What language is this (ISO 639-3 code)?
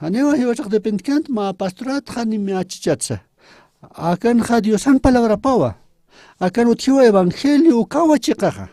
aym